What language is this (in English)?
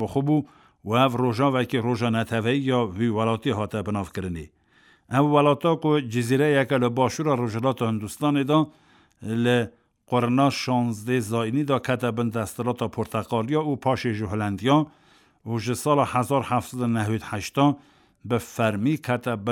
Kurdish